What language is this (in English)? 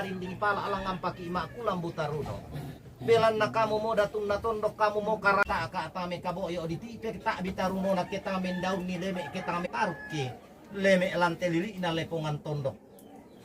Toraja-Sa'dan